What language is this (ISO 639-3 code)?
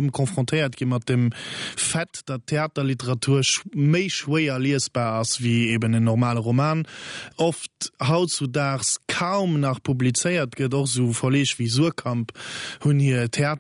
ltz